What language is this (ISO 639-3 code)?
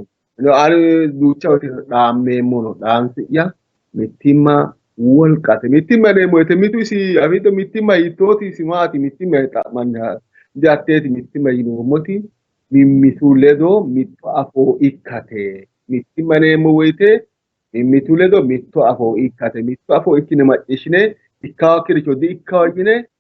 sid